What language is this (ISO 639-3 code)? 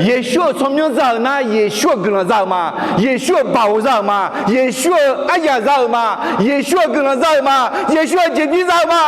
ahk